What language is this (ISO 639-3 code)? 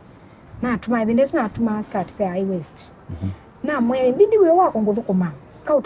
kam